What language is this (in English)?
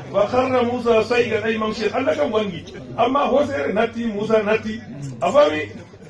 Fula